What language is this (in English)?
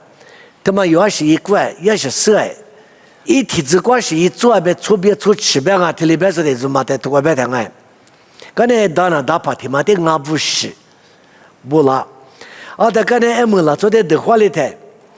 Lisu